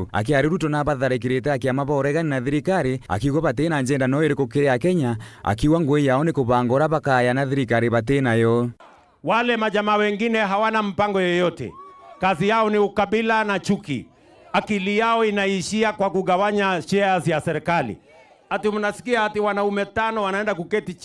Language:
Meru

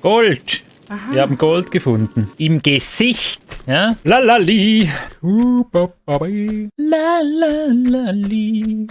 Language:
Swiss German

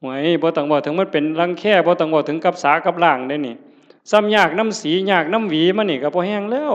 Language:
Northeastern Thai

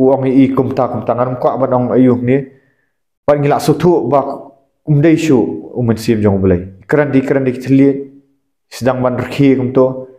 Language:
Khasi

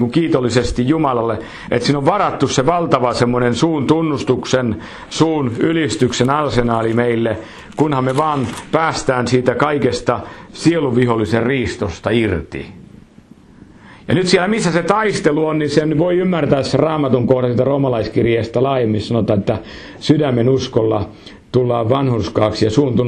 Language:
Finnish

